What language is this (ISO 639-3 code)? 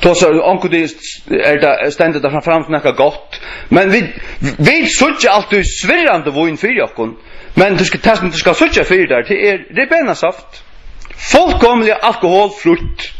fao